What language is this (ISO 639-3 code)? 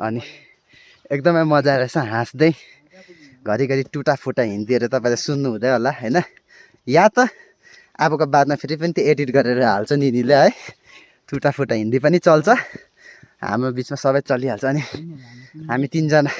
nep